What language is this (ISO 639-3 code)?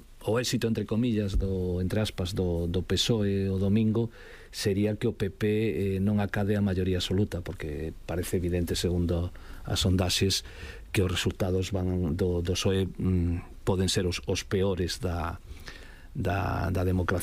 glg